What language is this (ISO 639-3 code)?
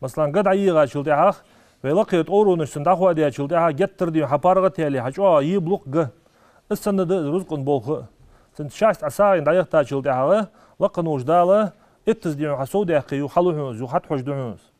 inh